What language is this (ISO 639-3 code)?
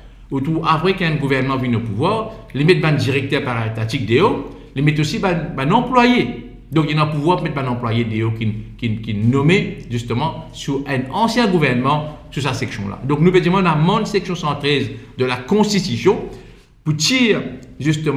mfe